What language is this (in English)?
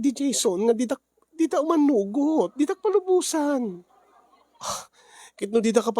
Iloko